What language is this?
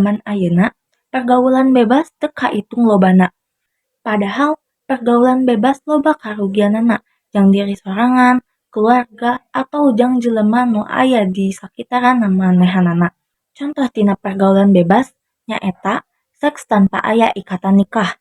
Sundanese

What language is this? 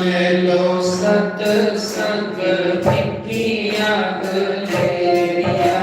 Dogri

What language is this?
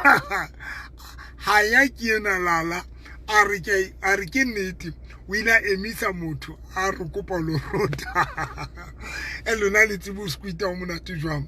Southern Sotho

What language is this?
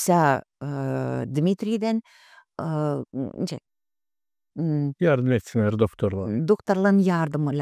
Gagauz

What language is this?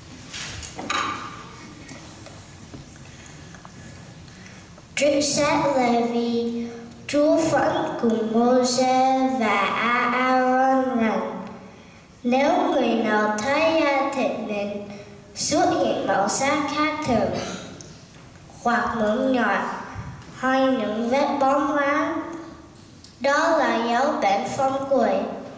Vietnamese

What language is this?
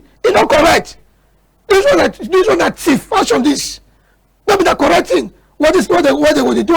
Cameroon Pidgin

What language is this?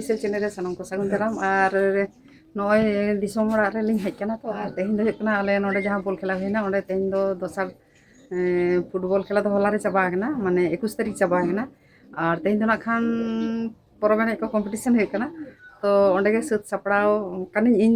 Santali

